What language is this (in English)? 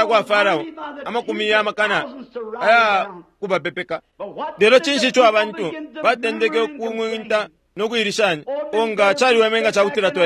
Bemba